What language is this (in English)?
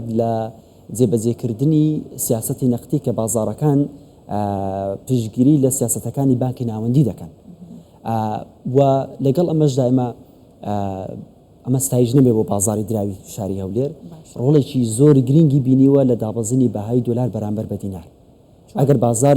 Central Kurdish